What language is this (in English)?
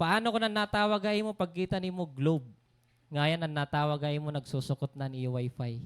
Waray